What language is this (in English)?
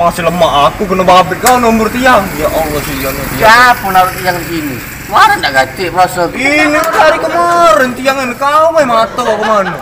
Musi